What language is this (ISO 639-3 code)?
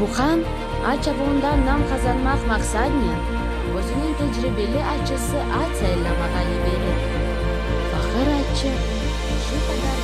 crh